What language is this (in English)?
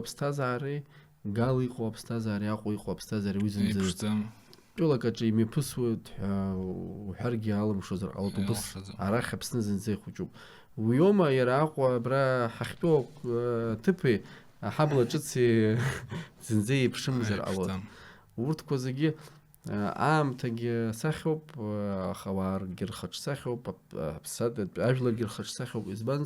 Abkhazian